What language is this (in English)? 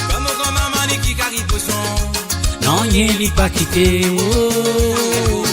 Morisyen